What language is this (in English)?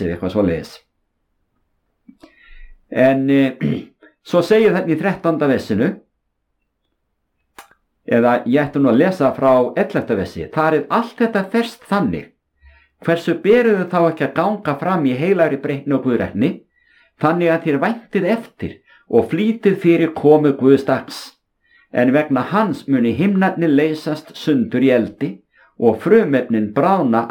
Icelandic